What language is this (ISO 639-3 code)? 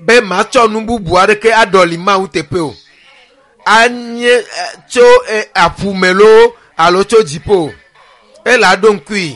ewe